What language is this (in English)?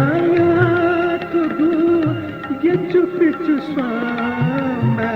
Newari